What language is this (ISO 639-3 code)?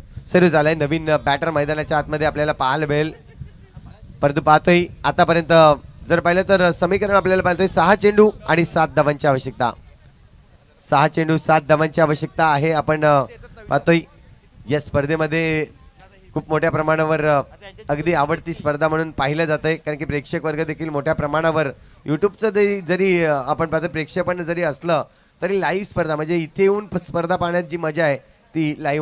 mar